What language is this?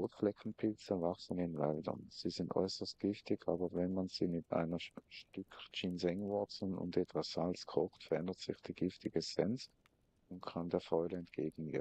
Swiss German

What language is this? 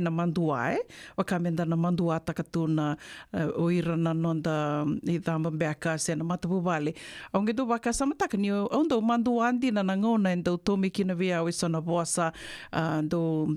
Fijian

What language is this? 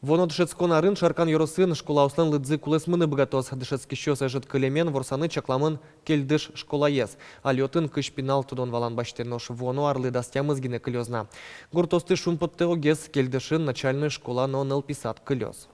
Udmurt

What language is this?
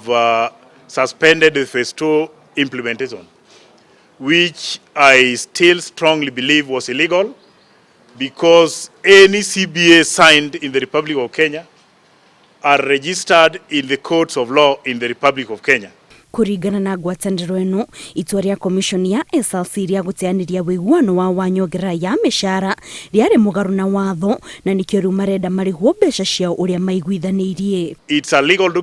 Kikuyu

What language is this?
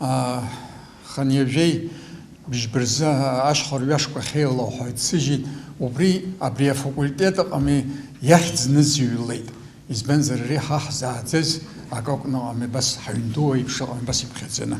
Abkhazian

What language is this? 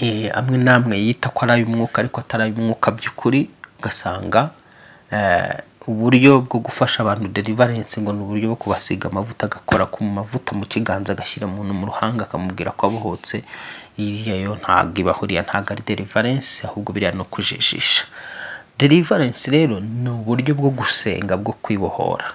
Kinyarwanda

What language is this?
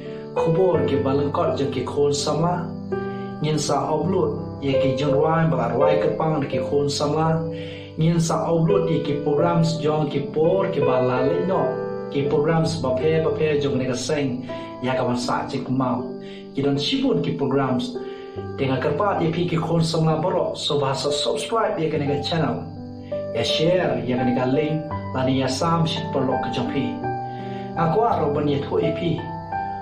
Khasi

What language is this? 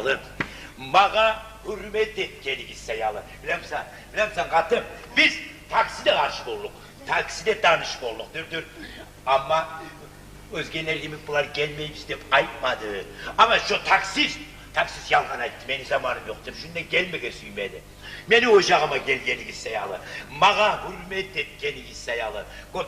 Kumyk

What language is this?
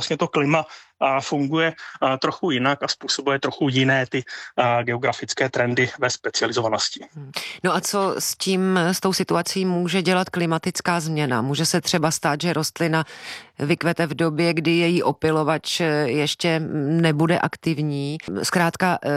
Czech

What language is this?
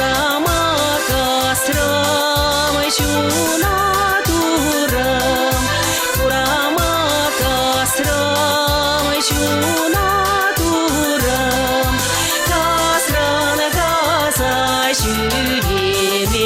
Chuvash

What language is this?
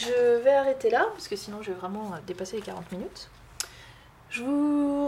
French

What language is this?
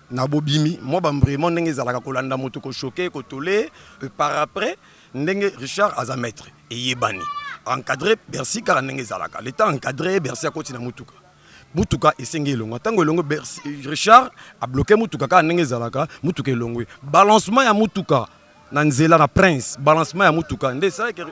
Lingala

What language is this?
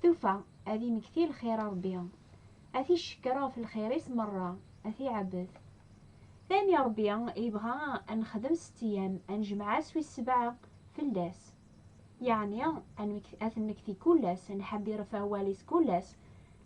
Kabyle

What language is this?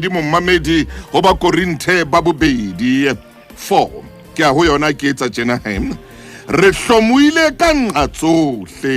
Southern Sotho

